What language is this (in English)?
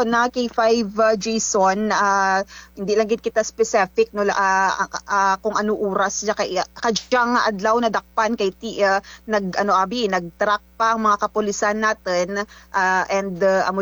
Kinaray-a